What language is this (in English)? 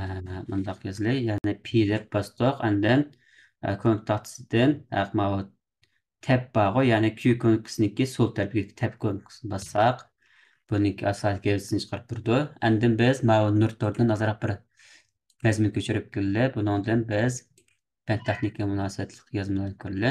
Uyghur